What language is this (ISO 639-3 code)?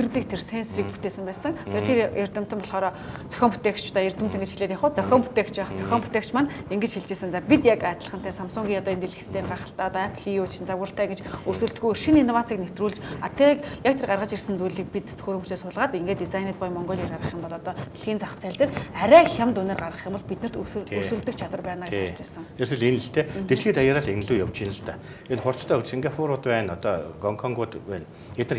mon